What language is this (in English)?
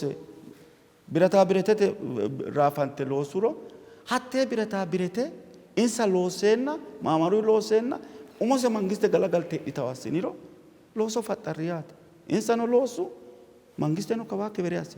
Sidamo